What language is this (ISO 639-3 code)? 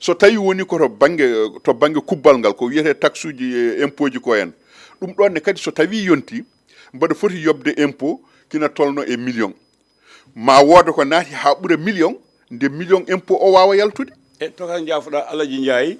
ful